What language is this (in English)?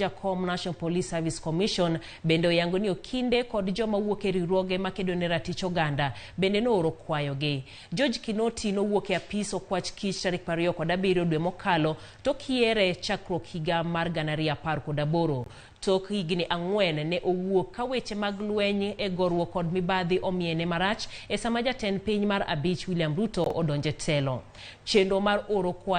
Luo (Kenya and Tanzania)